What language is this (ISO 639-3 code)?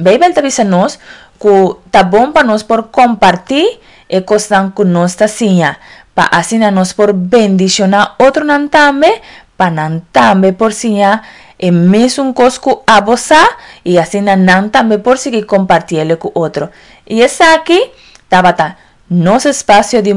pap